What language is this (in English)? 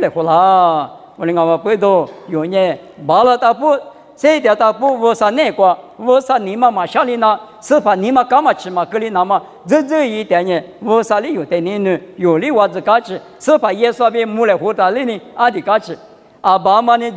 Lisu